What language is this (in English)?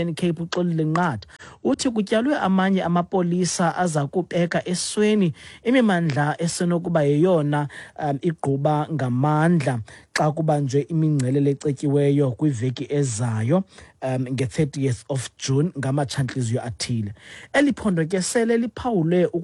Xhosa